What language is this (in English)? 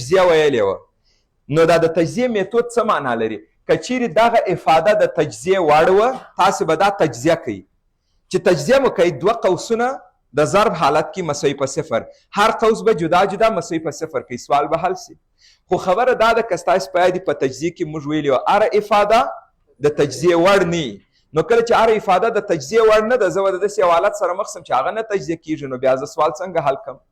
Pashto